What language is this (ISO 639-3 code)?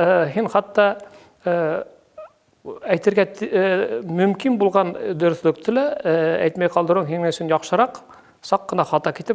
bak